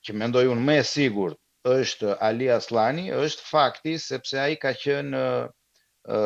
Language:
Albanian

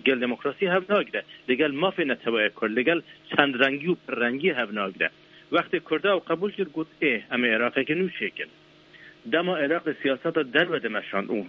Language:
Kurdish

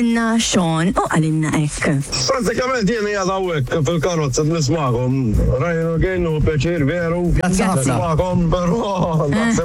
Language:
Maltese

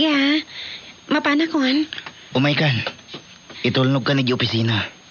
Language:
Iloko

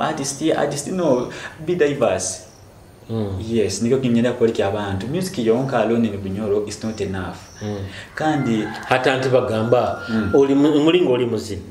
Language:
Nyoro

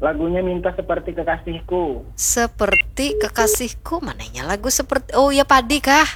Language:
Banjar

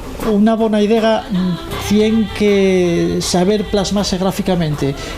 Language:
Asturian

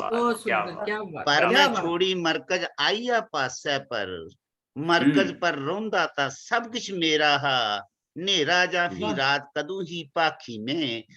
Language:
Dogri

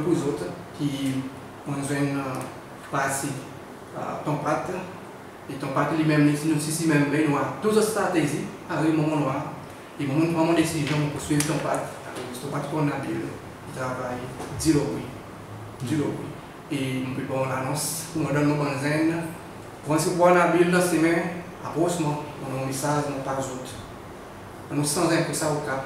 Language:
Seselwa Creole French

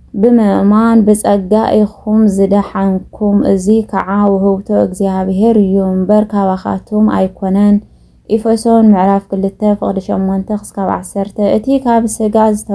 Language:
Tigrinya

